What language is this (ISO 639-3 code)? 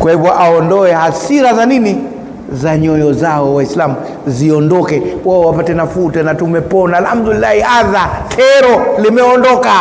swa